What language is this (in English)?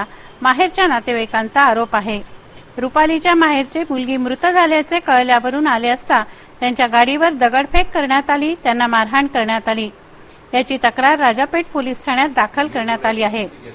Marathi